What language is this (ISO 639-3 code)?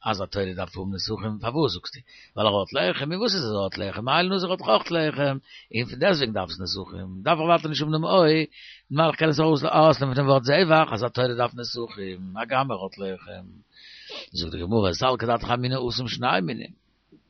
yid